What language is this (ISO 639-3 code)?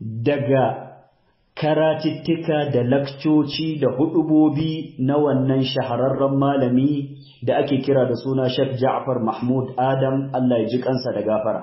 hau